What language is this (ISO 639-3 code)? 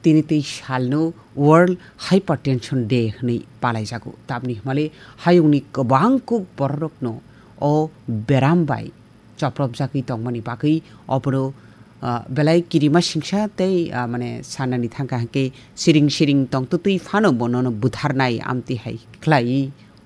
trp